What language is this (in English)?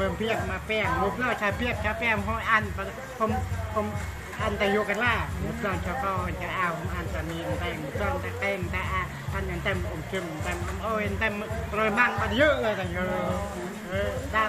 Central Mnong